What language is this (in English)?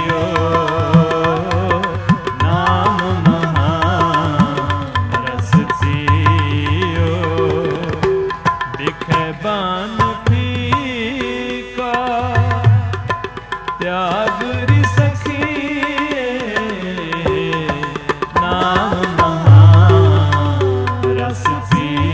Punjabi